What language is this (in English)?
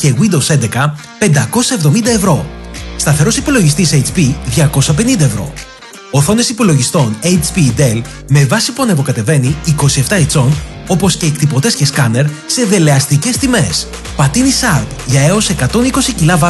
Greek